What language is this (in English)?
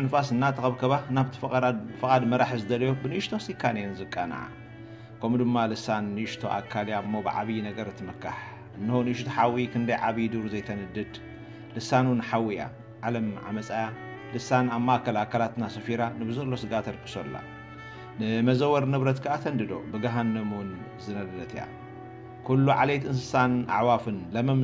Tigrinya